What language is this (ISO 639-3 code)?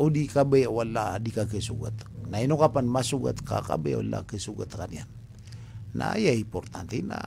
mrw